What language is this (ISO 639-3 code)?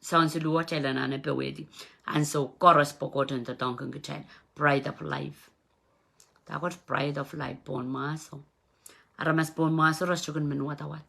pon